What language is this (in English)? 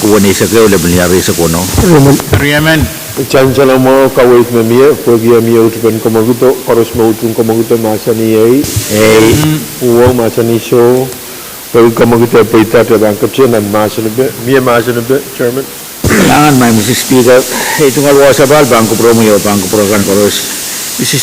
Pohnpeian